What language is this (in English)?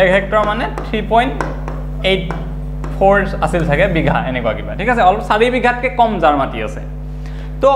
Assamese